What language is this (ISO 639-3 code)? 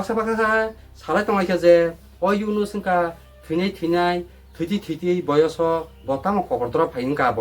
trp